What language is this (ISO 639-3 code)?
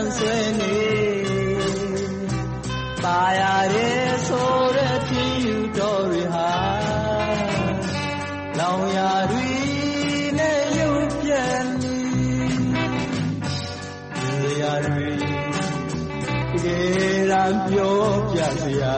mya